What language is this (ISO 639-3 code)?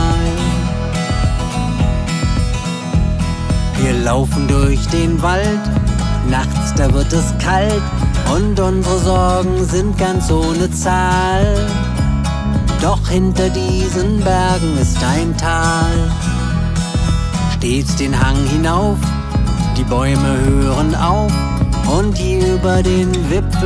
deu